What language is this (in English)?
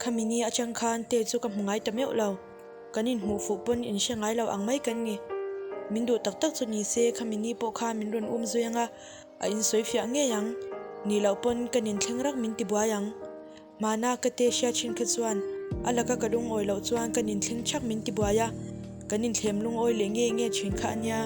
Mizo